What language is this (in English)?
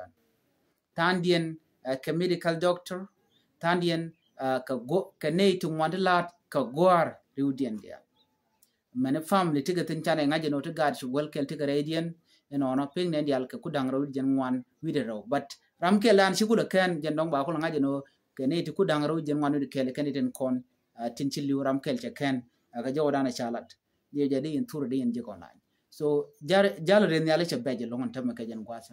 Nuer